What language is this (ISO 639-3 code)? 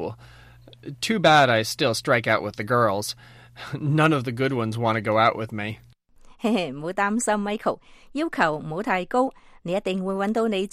yue